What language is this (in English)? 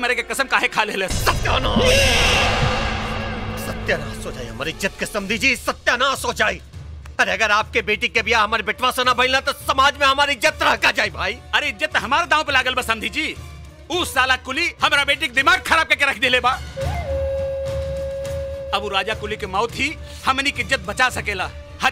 Bhojpuri